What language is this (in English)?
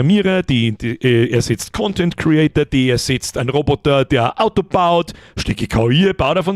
Bavarian